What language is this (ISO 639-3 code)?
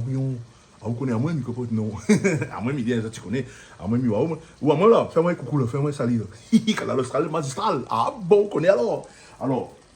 rcf